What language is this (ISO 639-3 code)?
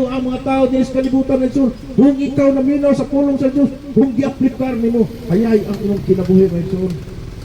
ceb